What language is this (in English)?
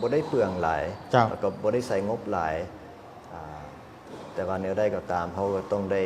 Lao